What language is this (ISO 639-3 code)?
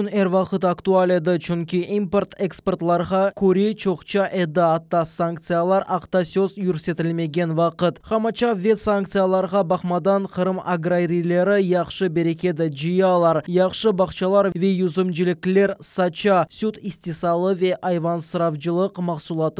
crh